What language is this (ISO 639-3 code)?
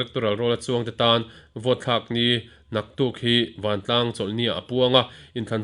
lus